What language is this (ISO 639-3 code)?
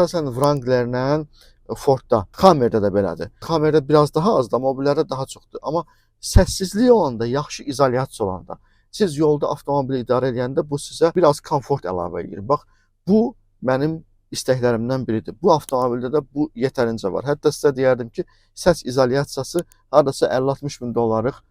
aze